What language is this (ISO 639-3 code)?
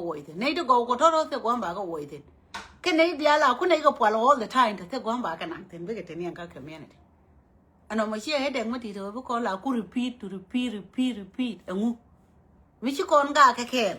nus